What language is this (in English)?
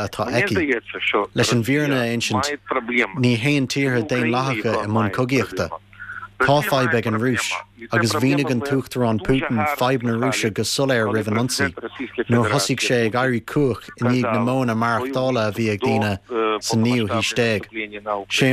Irish